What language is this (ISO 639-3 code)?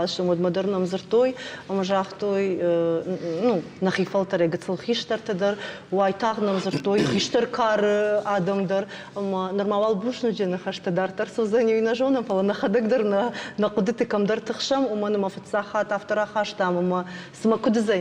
oss